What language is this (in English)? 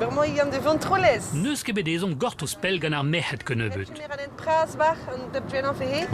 Breton